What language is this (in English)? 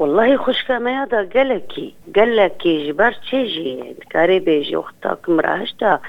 Kurdish